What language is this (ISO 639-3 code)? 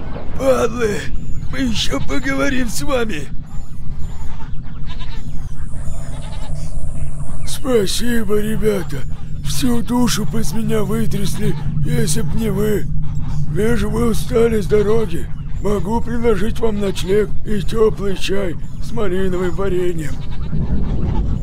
rus